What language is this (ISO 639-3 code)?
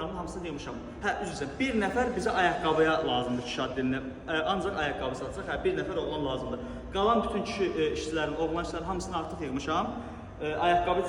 aze